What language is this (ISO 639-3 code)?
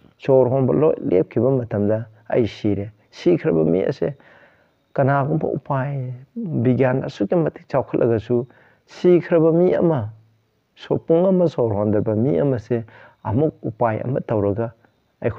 mni